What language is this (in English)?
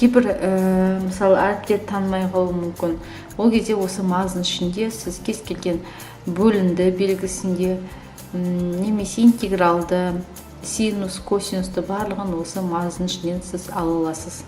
Kazakh